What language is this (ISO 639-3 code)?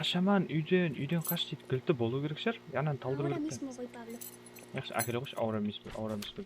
kaa